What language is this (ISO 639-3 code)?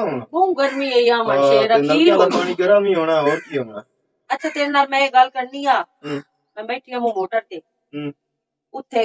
lah